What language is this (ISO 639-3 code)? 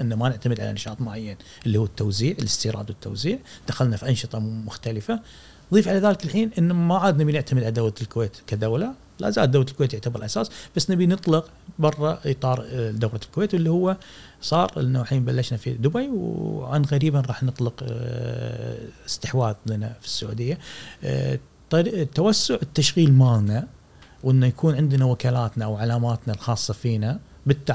afb